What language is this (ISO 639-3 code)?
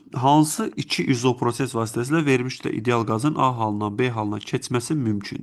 aze